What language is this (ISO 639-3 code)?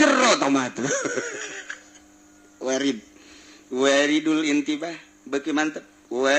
sun